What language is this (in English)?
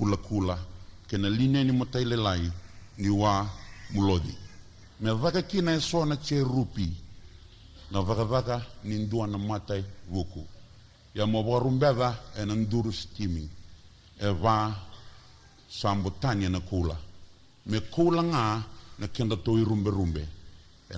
Fijian